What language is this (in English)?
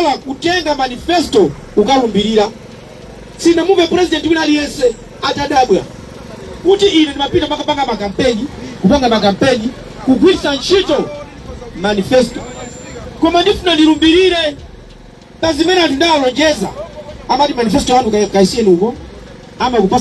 Nyanja